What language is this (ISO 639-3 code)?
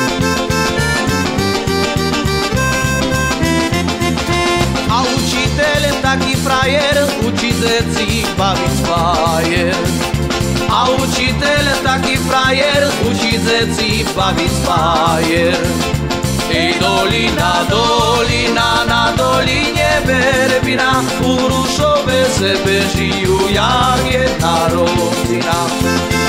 slk